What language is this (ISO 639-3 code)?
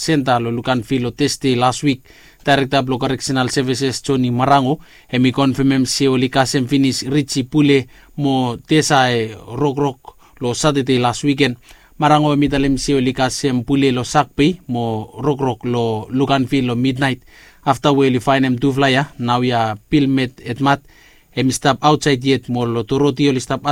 bis